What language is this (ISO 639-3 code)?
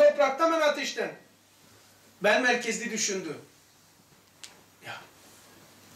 tur